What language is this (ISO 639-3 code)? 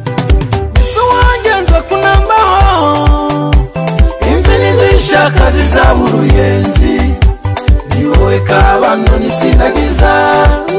kin